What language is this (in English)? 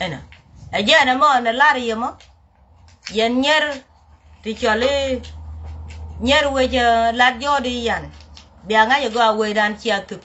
Nuer